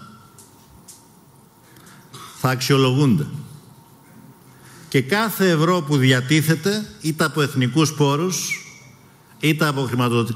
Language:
Greek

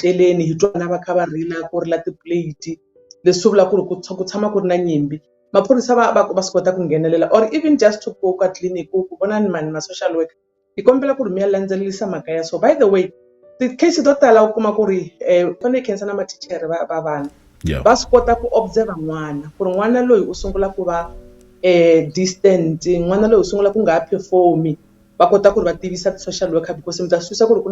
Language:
Tsonga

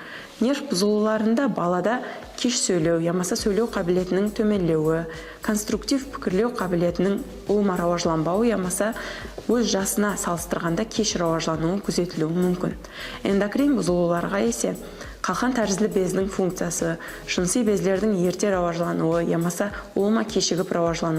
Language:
Kara-Kalpak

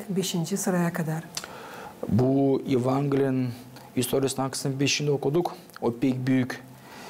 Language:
Gagauz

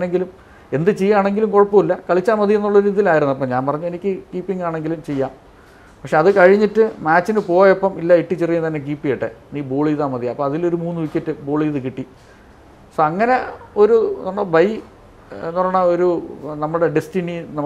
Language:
Malayalam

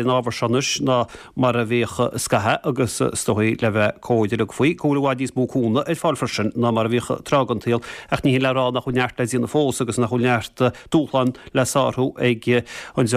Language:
Irish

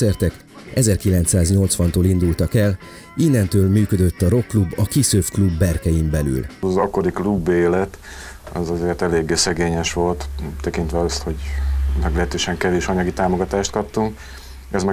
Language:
Hungarian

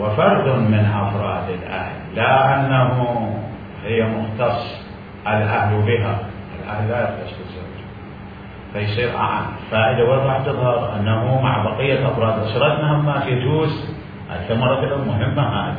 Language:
Mesopotamian Arabic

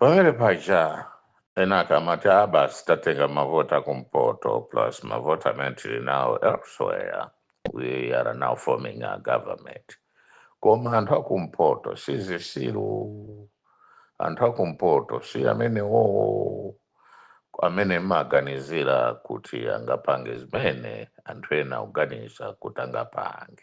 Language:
Nyanja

